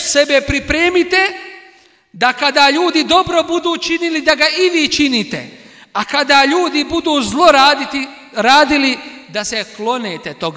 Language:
Bosnian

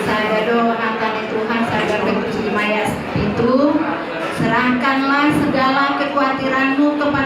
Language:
Batak Toba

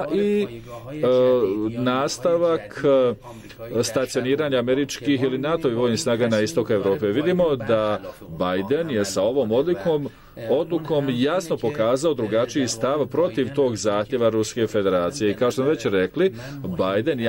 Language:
Bosnian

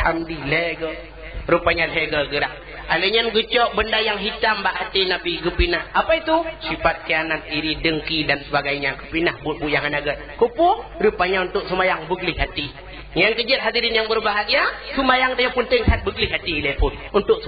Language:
Achinese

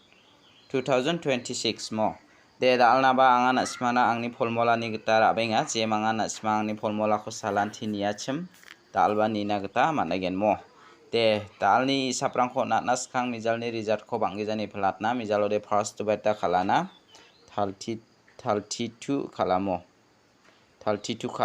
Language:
Garo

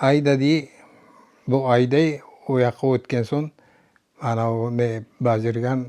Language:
Crimean Tatar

